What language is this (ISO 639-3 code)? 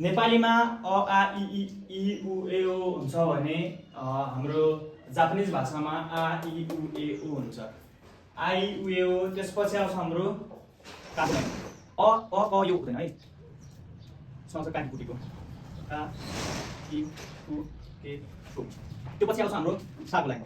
nep